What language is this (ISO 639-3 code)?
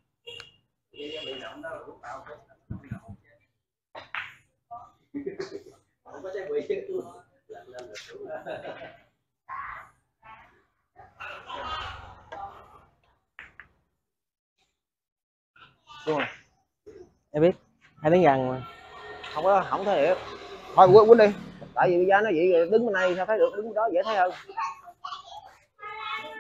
vie